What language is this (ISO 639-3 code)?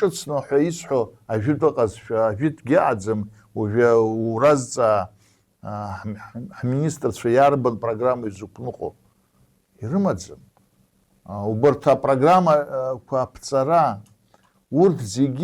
abk